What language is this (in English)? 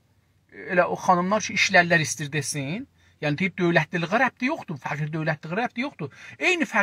South Azerbaijani